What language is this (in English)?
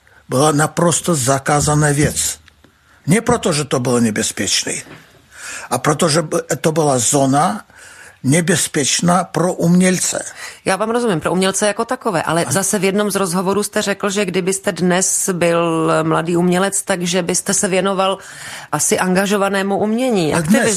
Czech